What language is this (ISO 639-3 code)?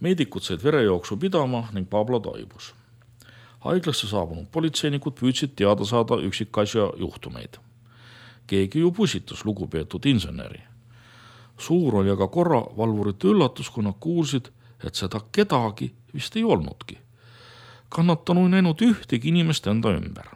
est